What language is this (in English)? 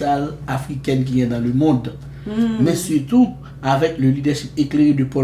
Haitian Creole